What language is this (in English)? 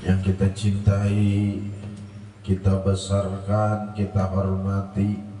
Banjar